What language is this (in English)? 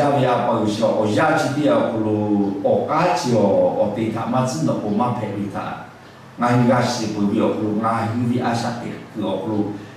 Lahu